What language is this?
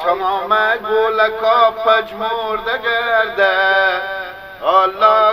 Persian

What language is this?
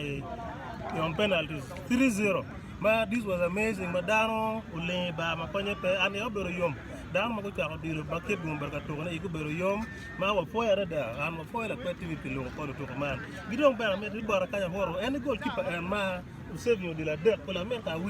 Acoli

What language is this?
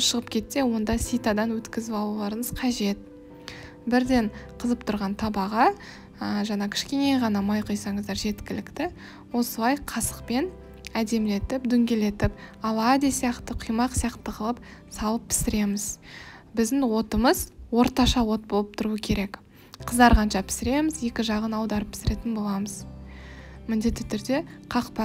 Kazakh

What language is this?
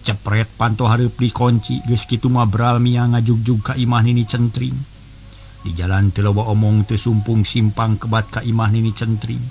Sundanese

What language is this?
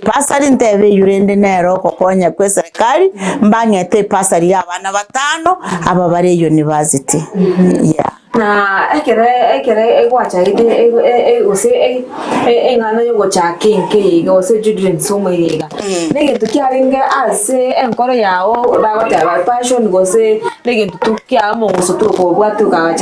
Gusii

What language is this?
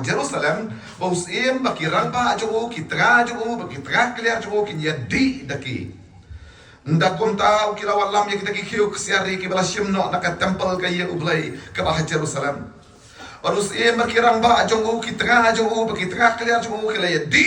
Khasi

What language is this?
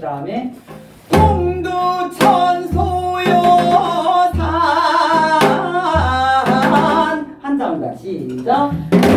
Korean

